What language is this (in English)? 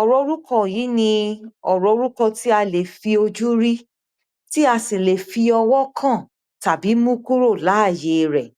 Yoruba